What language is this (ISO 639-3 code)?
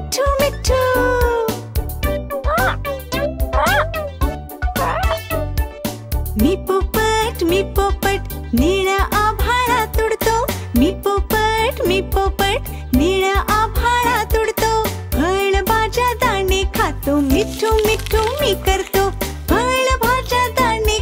mar